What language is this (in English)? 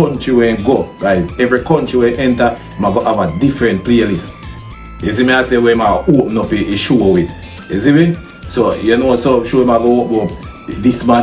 Jamaican Creole English